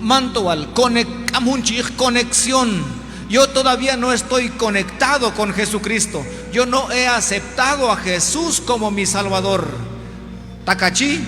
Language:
Q'anjob'al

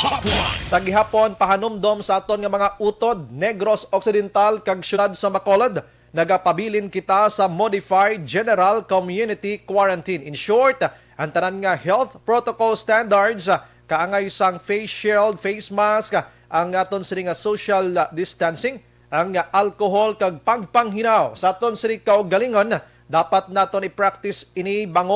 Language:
Hiligaynon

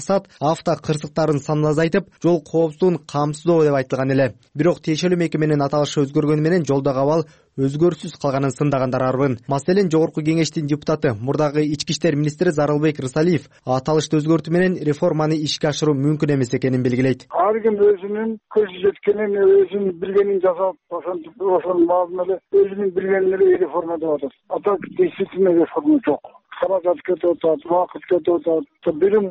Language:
Kyrgyz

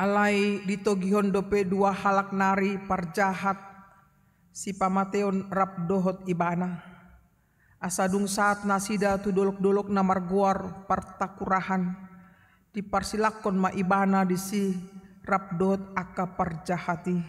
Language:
Batak Toba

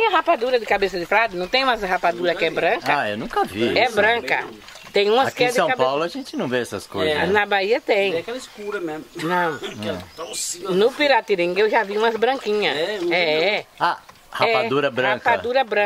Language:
Portuguese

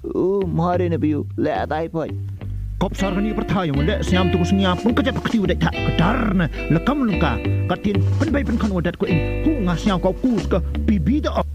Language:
Khasi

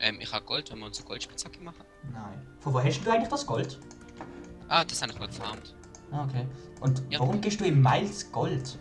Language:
Swiss German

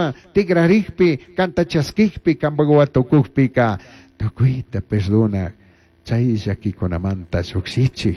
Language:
Chimborazo Highland Quichua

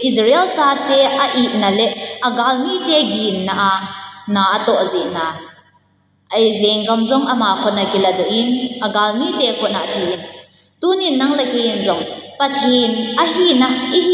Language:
Thado Chin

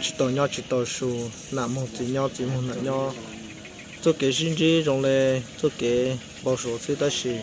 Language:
Hmong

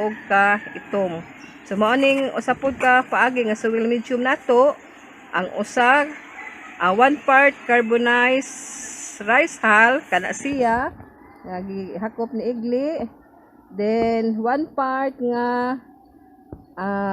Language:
Cebuano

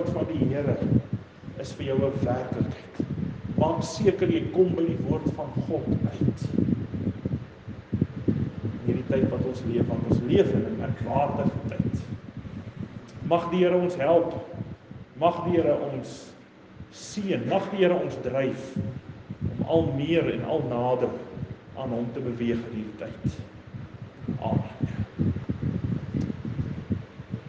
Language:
Afrikaans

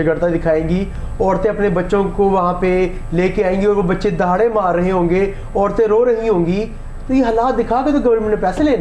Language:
Urdu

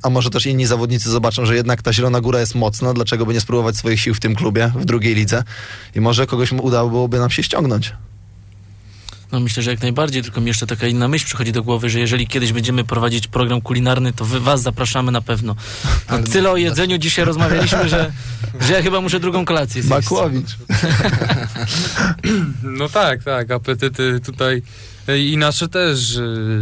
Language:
Polish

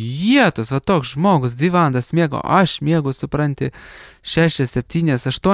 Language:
Lithuanian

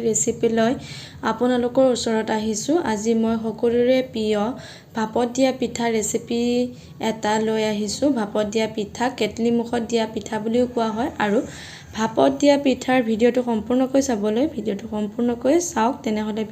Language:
Assamese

